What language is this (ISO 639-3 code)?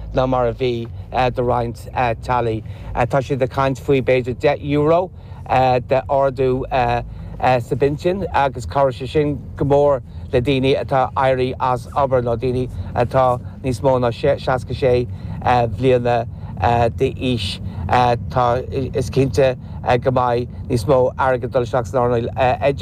gle